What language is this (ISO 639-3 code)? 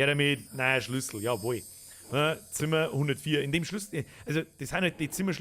bar